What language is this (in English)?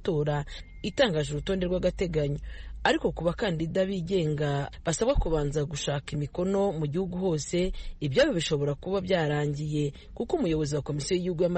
Kinyarwanda